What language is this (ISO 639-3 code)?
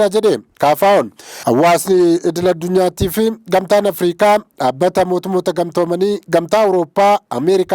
orm